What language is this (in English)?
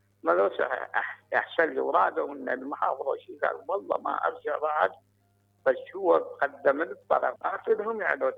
Mesopotamian Arabic